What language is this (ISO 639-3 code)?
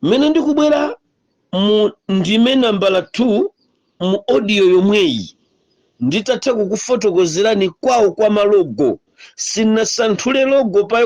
nya